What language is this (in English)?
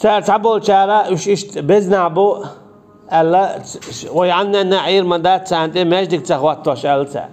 Chechen